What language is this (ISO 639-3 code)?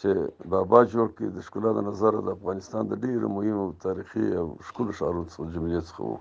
pus